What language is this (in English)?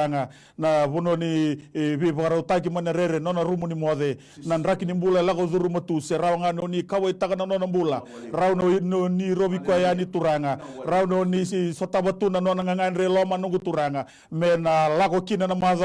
Fijian